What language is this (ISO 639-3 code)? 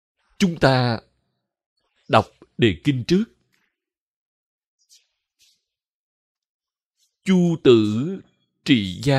vie